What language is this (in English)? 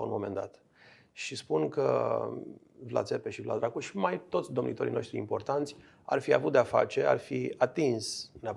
Romanian